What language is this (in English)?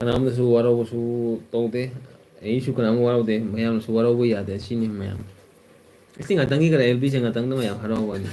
Manipuri